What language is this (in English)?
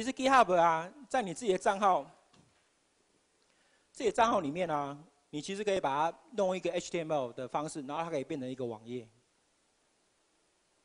Chinese